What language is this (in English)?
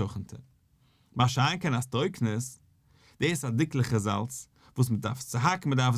Yiddish